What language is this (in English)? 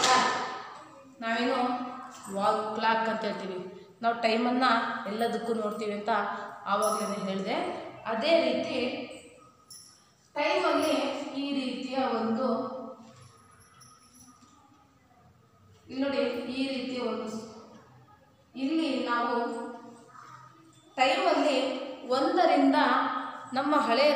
Kannada